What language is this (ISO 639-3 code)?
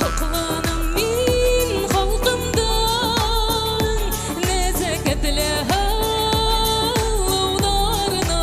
bak